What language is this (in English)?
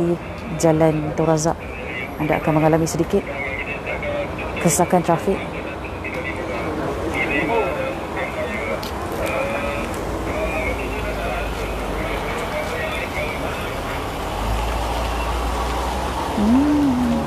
Malay